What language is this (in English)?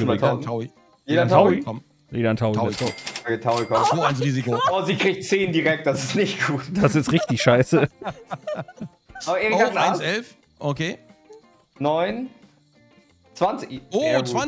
German